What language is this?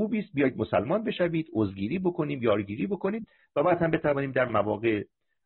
Persian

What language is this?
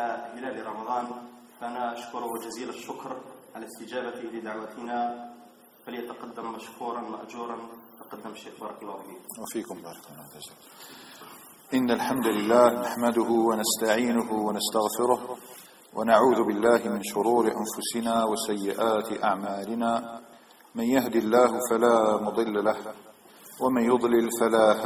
Arabic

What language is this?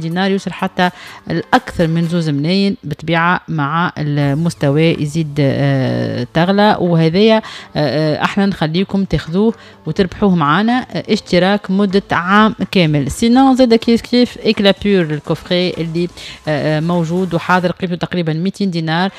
Tunisian Arabic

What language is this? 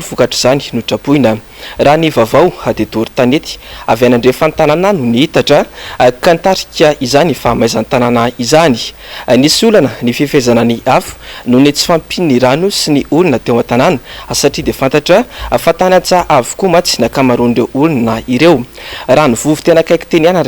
Malagasy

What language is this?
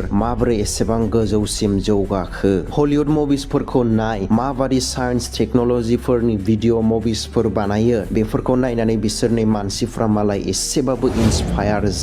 Bodo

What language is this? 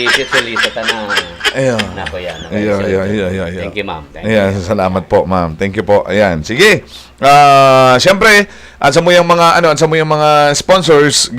Bikol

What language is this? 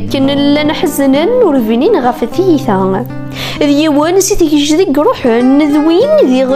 Kabyle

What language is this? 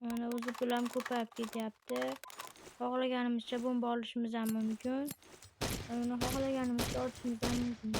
Uzbek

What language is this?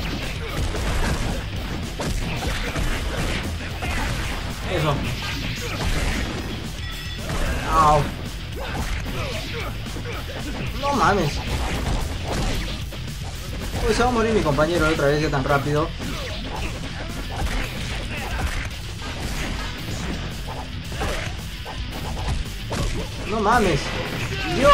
Spanish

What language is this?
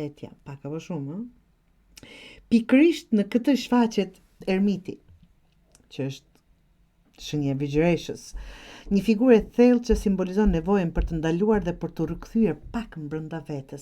Albanian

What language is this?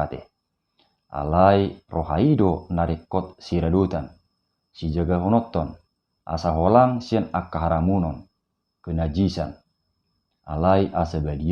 Batak Toba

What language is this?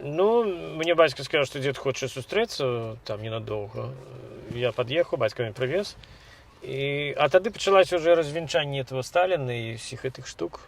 Belarusian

